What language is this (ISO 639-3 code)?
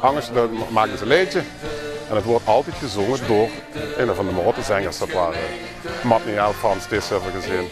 lim